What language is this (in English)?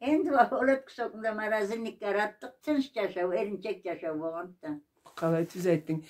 Karachay-Balkar